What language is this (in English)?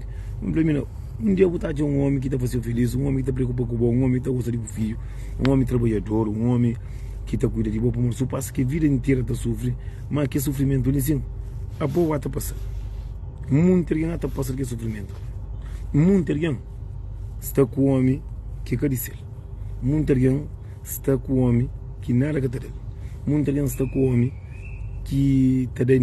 Kabuverdianu